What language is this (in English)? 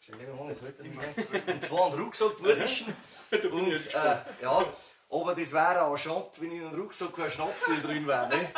Bavarian